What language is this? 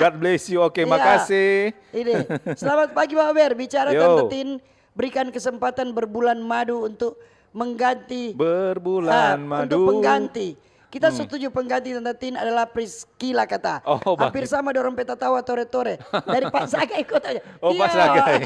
Manado Malay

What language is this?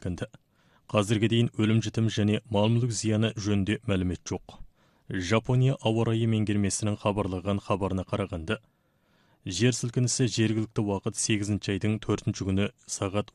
Kazakh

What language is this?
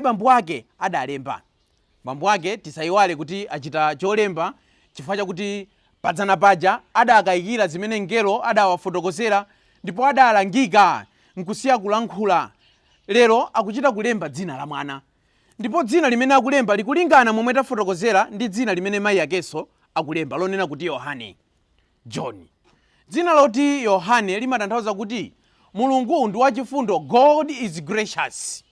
Nyanja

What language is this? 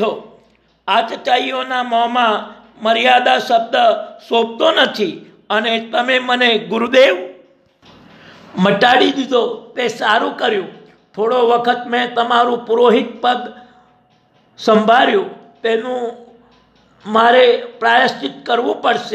Gujarati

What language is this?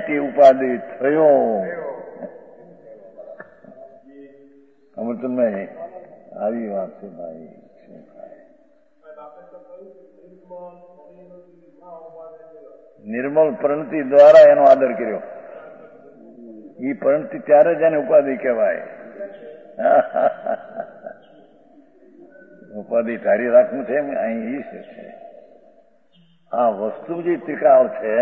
Gujarati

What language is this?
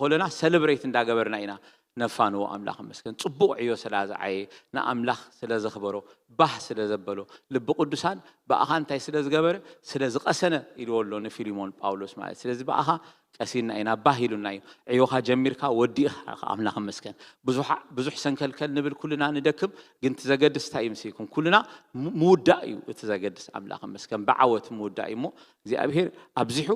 Tigrinya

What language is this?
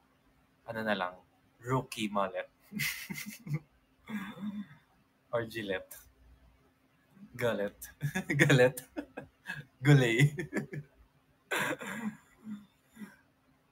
Filipino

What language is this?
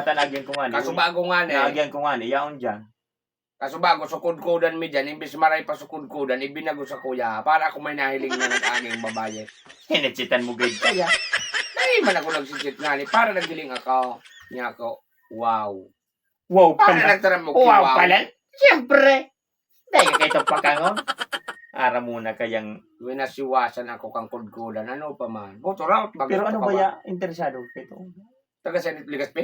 Bikol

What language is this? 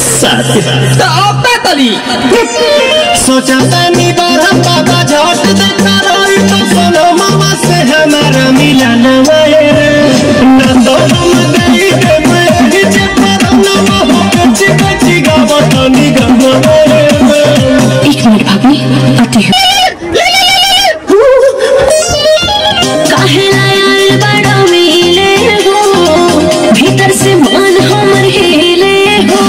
Bhojpuri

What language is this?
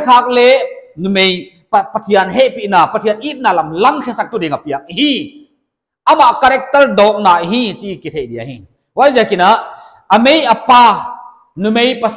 Paite Chin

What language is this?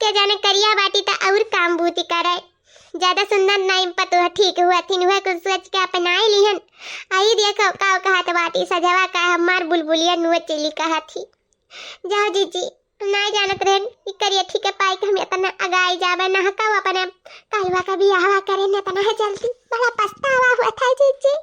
Awadhi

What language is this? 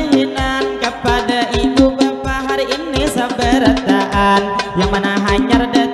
Banjar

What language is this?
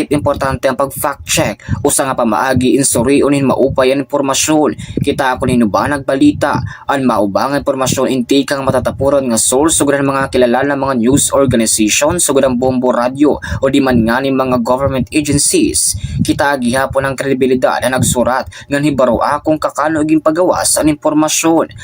Waray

